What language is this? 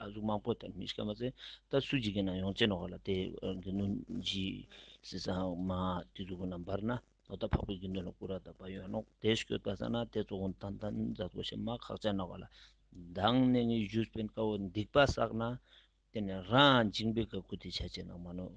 Ladakhi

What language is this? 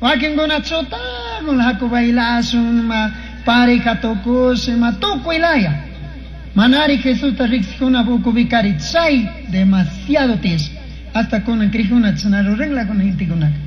Chimborazo Highland Quichua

